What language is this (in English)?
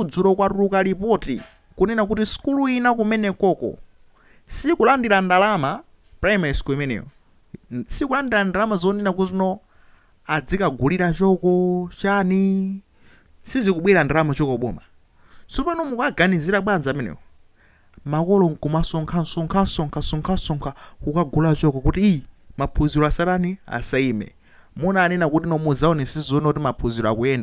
Nyanja